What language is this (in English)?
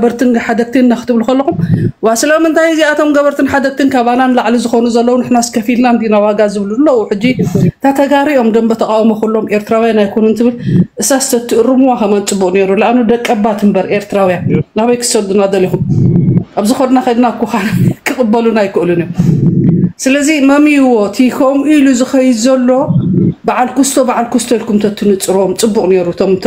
Tigrinya